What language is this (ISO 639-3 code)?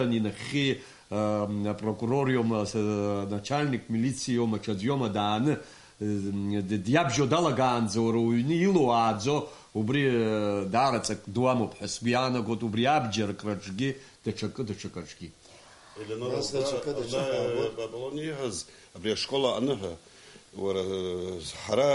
abk